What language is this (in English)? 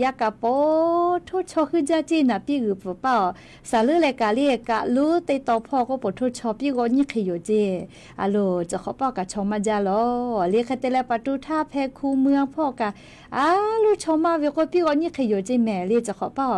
Lahu